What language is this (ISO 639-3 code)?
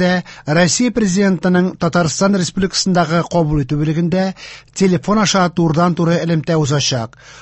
tat